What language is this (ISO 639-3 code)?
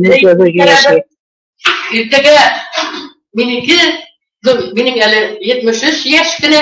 bak